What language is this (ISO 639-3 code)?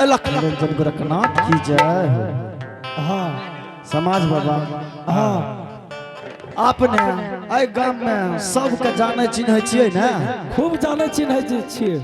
anp